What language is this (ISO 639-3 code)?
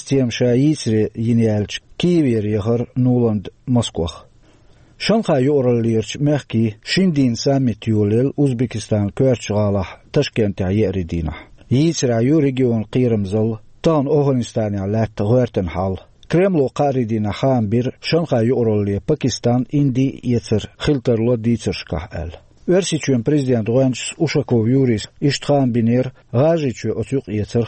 che